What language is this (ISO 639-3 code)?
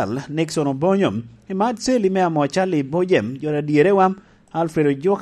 laj